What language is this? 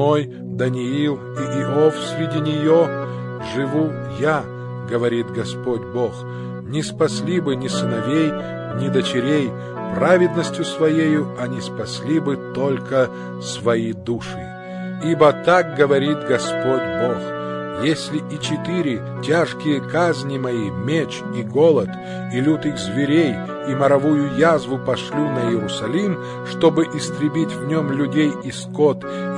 Russian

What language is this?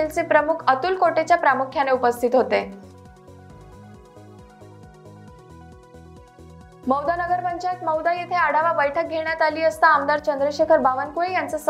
Marathi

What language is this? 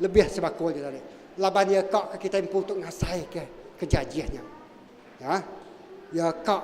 Iban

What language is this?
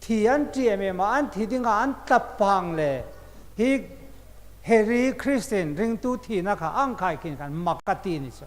Hmar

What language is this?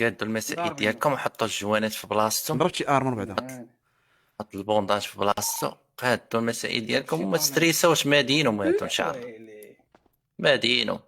Moroccan Arabic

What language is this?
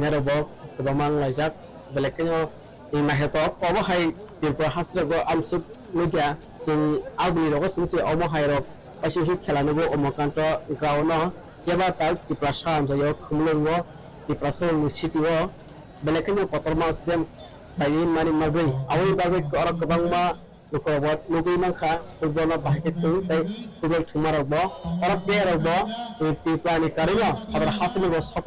Kok Borok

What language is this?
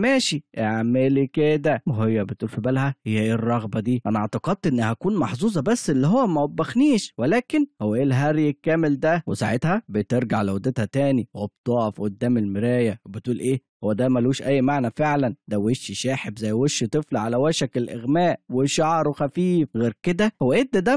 Egyptian Arabic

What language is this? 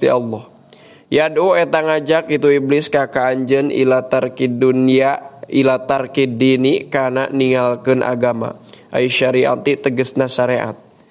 Sundanese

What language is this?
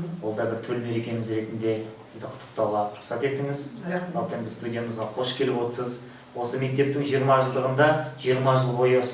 Kazakh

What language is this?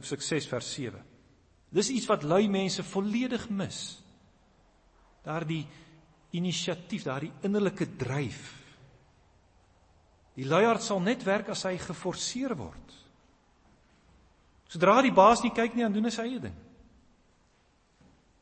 Afrikaans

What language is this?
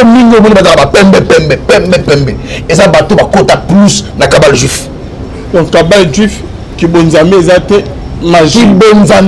Lingala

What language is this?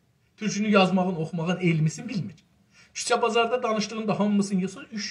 South Azerbaijani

